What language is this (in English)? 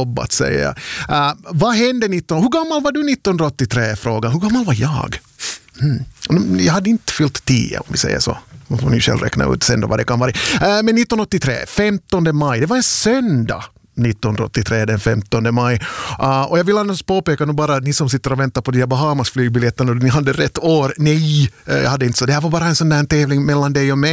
Swedish